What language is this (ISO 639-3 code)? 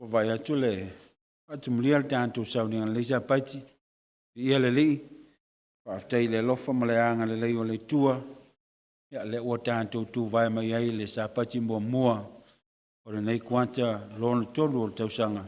smo